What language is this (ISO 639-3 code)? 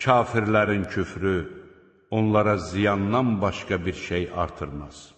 aze